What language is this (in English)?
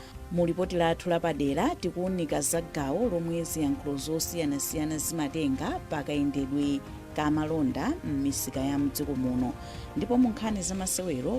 Nyanja